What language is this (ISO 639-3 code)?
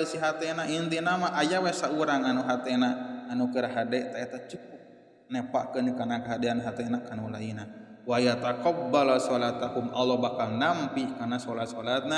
sun